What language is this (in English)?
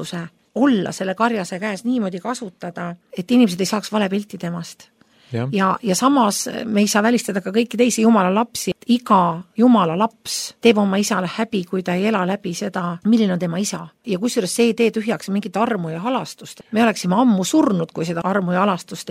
Estonian